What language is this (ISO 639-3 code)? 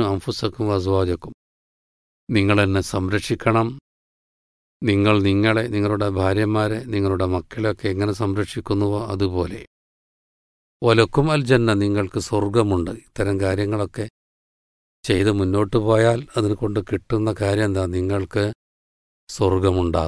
mal